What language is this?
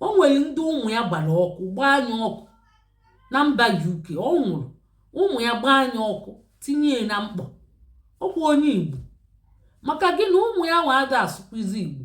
Igbo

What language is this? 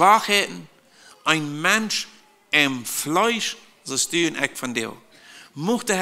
Plautdietsch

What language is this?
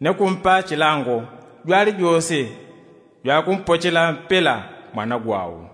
Yao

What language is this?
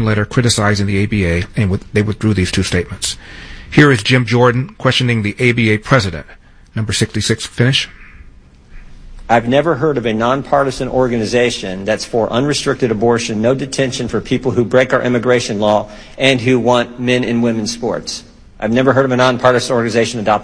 English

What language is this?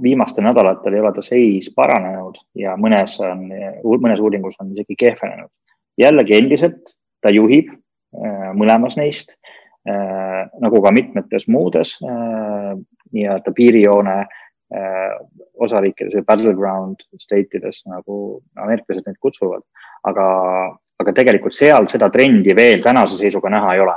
Estonian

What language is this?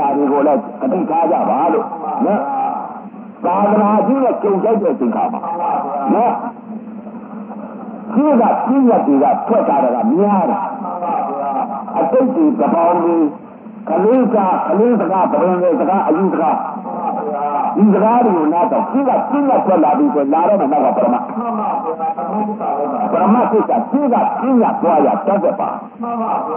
Burmese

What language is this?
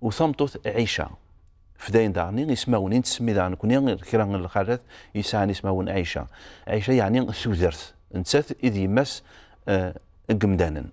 Kabyle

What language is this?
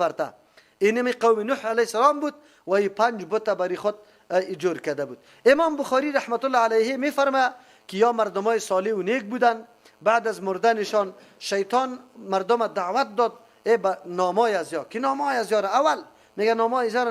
Persian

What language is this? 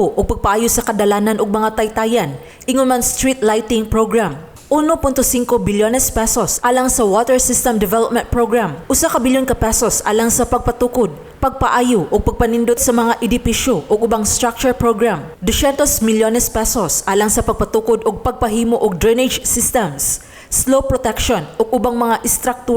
Cebuano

